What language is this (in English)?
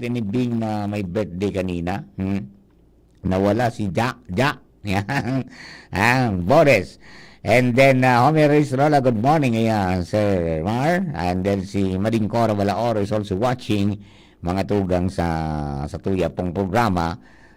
Bikol